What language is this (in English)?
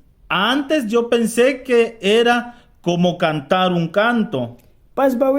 Mískito